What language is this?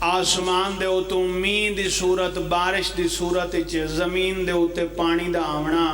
Pahari-Potwari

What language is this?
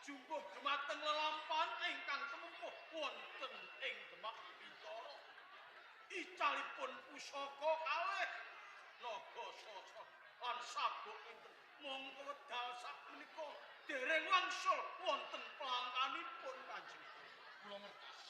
Javanese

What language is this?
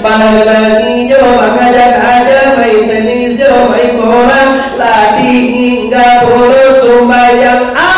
Minangkabau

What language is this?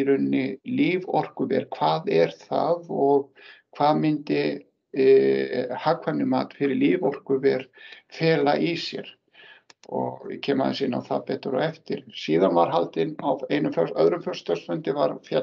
Icelandic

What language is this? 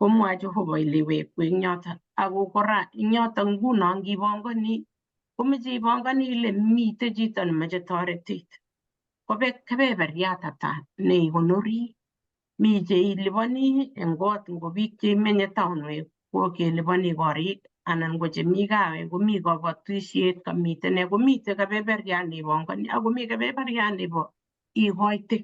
Kalenjin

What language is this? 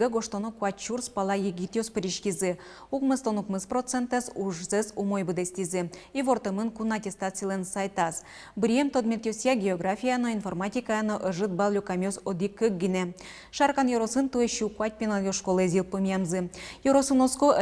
Udmurt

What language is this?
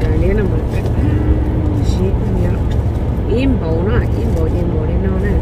Hmong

